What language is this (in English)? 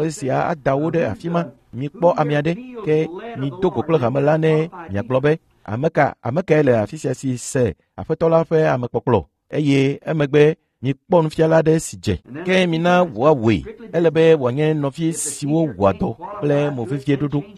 Ewe